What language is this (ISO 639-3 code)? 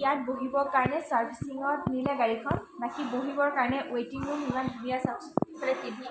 asm